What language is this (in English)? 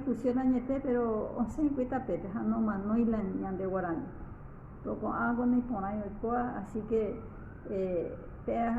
Guarani